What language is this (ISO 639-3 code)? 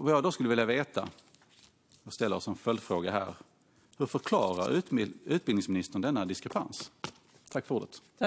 swe